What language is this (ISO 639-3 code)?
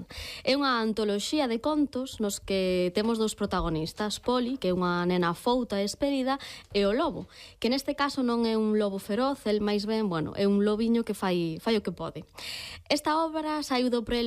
glg